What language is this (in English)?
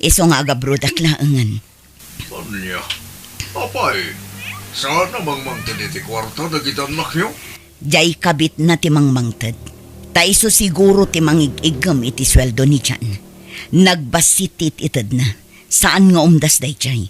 Iloko